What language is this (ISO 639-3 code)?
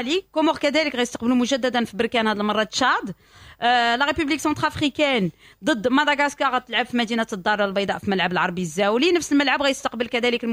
ary